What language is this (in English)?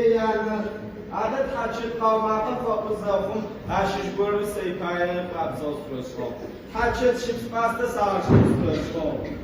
Adyghe